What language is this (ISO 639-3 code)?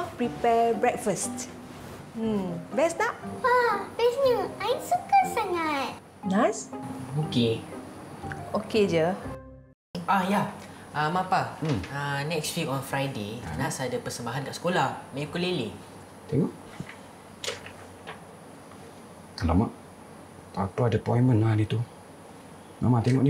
msa